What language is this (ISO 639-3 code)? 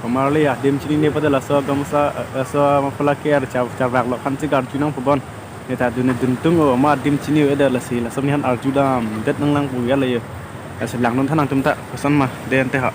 mjw